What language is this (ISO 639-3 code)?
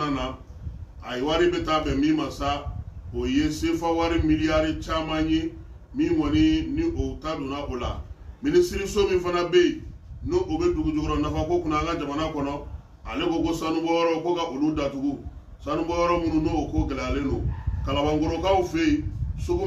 bam